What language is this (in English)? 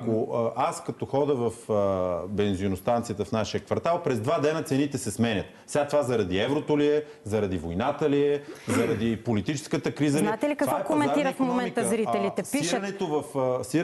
Bulgarian